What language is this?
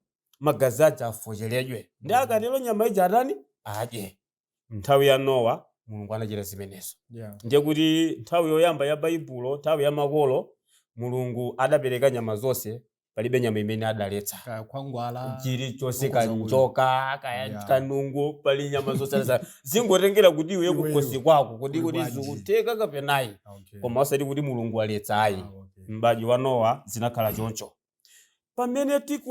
Nyanja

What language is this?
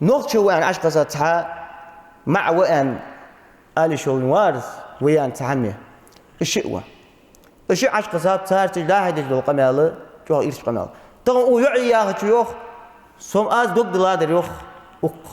Ingush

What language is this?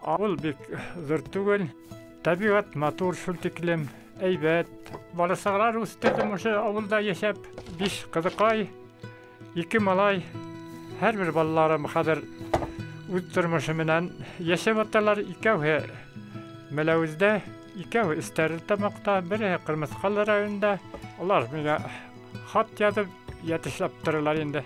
Bashkir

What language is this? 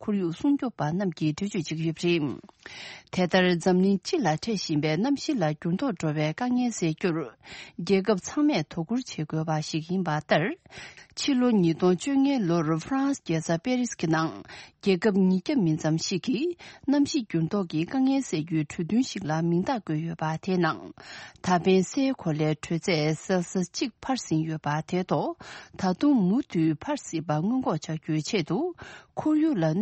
Tibetan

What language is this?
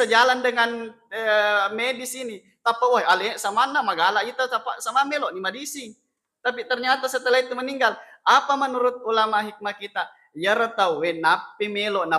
Buginese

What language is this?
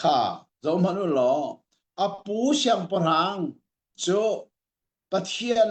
Hakha Chin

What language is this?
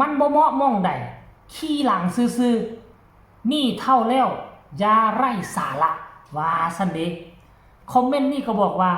Northeastern Thai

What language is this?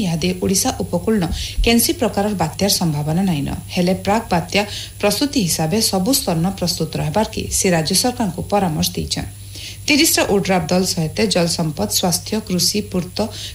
Odia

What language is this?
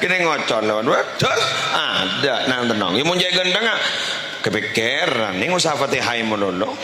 Madurese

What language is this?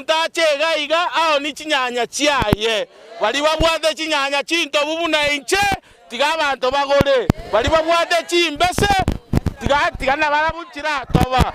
Gusii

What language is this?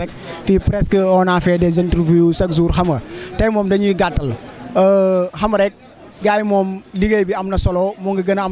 Wolof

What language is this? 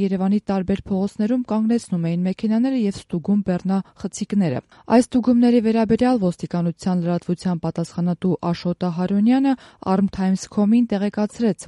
Armenian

